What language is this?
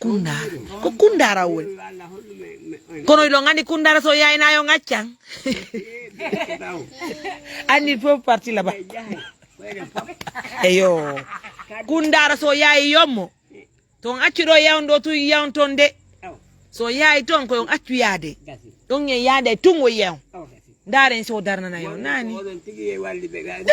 Fula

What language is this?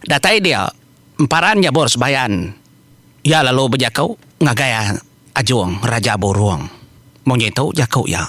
Iban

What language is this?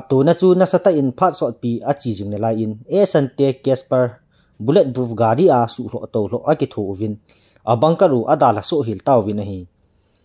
Thado Chin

